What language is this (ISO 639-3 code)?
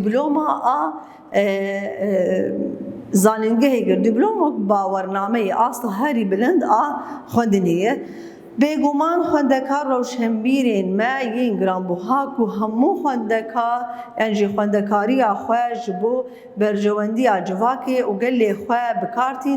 kur